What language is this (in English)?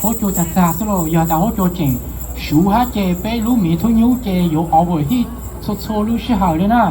Hmong